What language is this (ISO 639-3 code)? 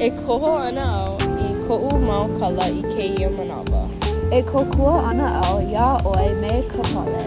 haw